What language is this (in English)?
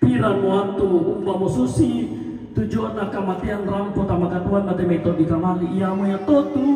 Toraja-Sa'dan